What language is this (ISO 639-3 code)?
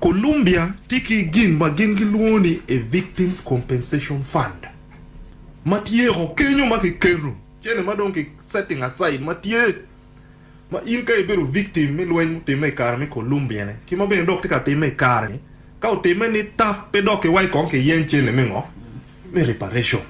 ach